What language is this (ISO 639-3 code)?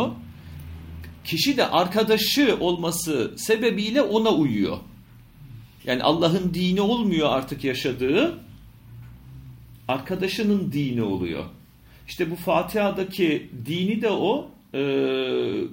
tur